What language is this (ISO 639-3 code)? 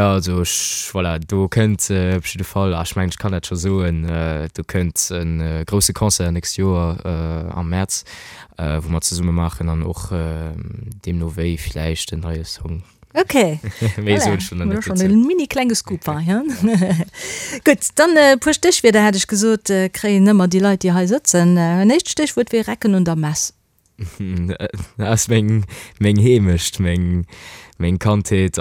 ltz